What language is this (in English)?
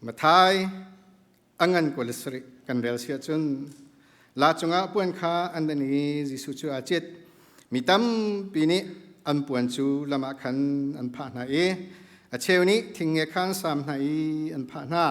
Hakha Chin